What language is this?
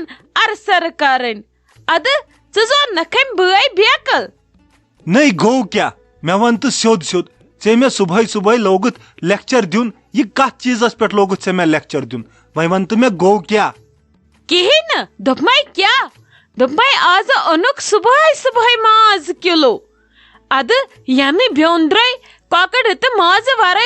Kashmiri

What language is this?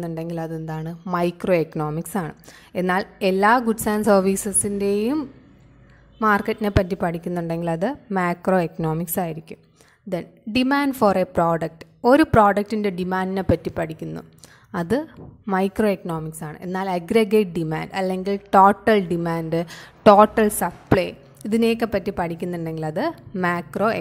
Malayalam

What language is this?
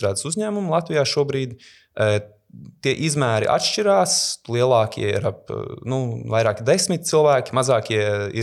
Latvian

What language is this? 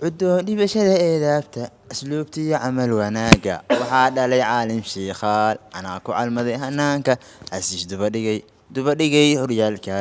Somali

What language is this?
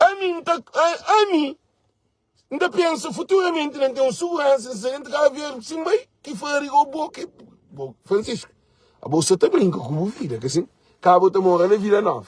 Kabuverdianu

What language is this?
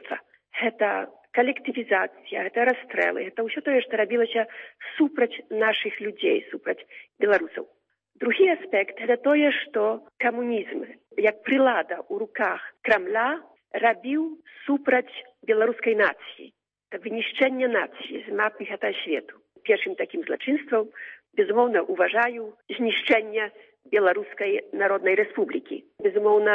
Belarusian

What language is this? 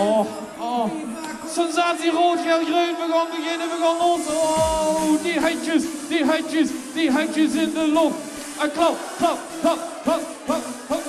Limburgish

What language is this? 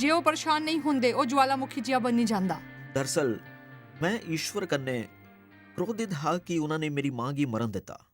Dogri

